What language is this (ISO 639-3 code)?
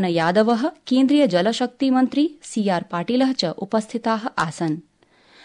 san